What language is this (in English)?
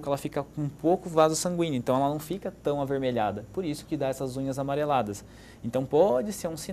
Portuguese